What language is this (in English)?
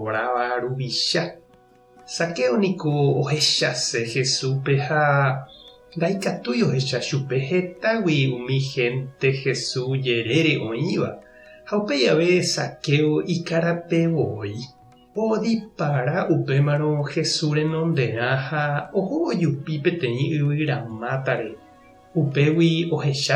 Guarani